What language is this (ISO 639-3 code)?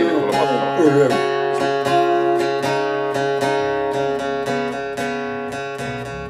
fin